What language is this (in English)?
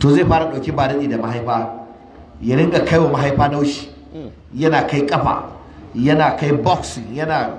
Hausa